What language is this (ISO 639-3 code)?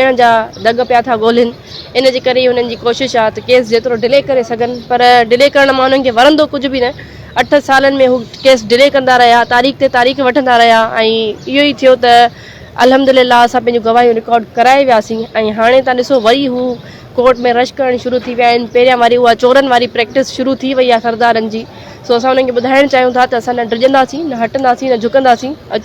snd